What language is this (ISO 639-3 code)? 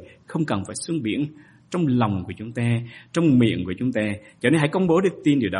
vie